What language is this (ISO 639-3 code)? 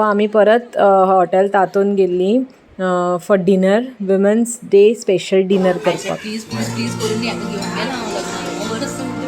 kok